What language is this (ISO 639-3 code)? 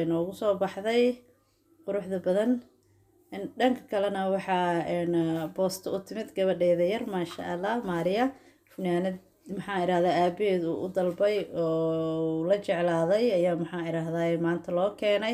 som